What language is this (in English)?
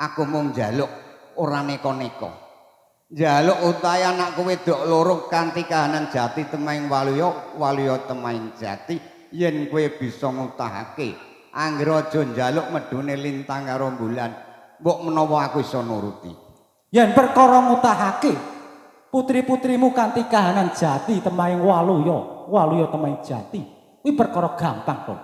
Javanese